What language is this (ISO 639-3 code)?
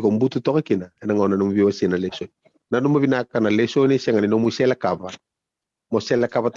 fij